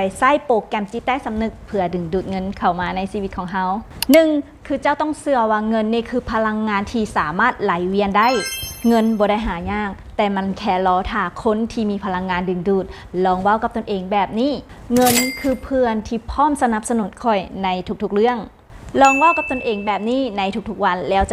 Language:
Lao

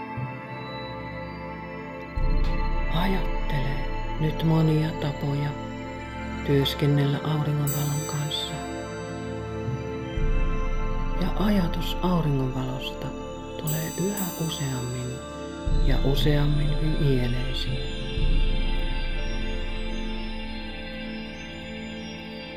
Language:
Finnish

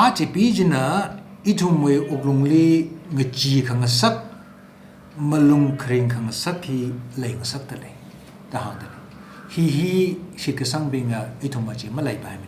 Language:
Tangkhul Naga (India)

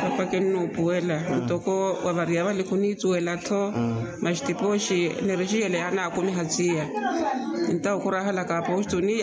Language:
Makhuwa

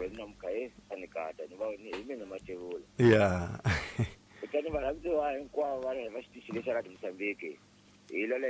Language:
Tsonga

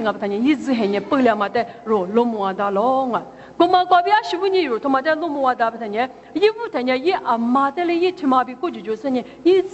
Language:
Lisu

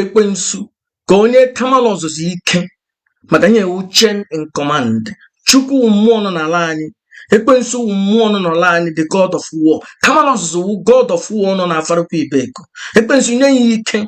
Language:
Igbo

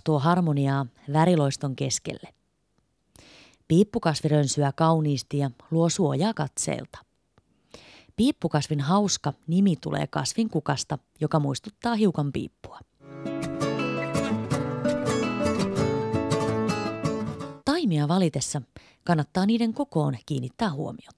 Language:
Finnish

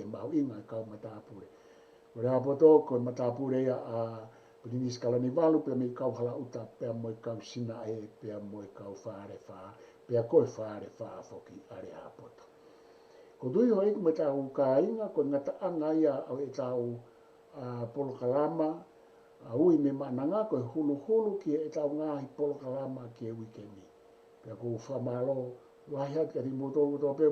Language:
Tongan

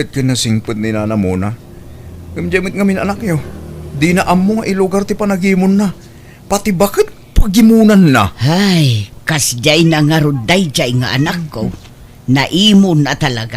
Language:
Iloko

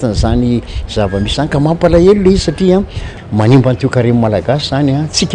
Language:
Malagasy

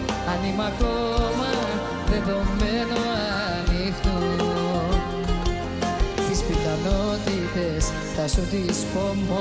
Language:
Greek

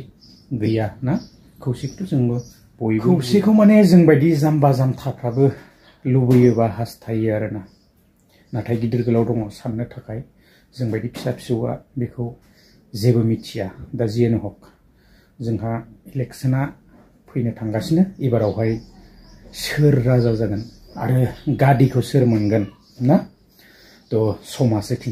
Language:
Bodo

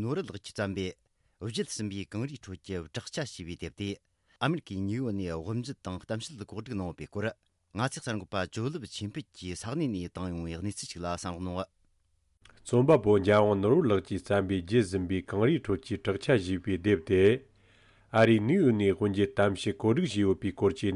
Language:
Tibetan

